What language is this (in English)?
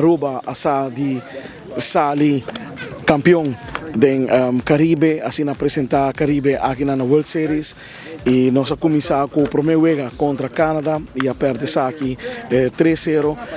Papiamento